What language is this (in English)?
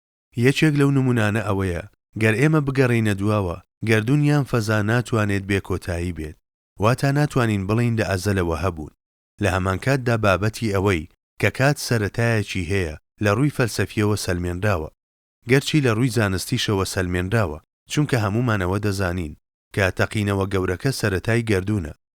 Central Kurdish